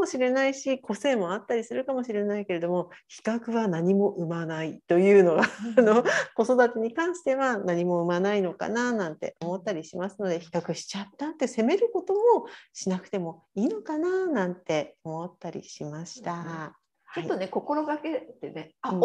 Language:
Japanese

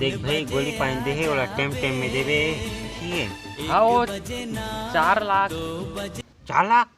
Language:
Chhattisgarhi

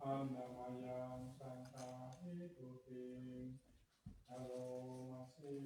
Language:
Pali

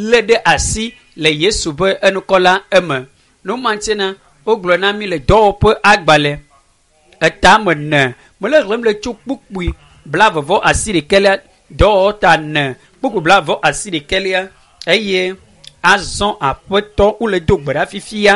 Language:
Ewe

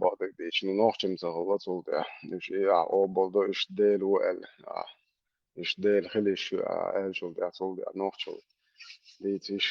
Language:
Chechen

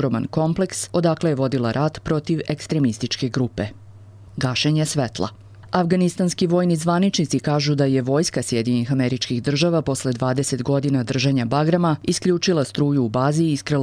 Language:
Serbian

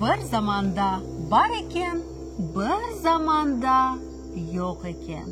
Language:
Crimean Tatar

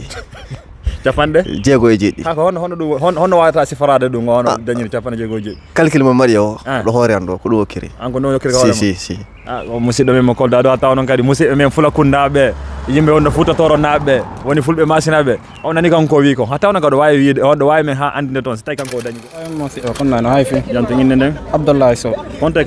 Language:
Fula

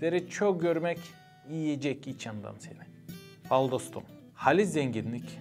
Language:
Gagauz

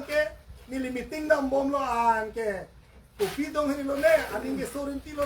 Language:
Karbi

